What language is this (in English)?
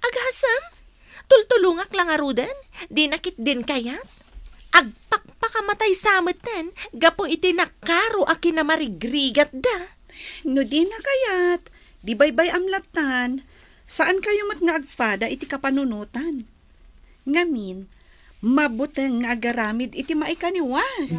Iloko